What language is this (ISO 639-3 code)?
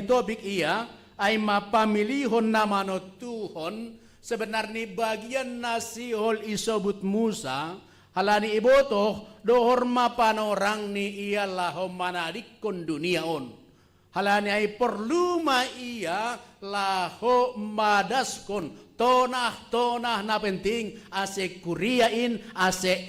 bts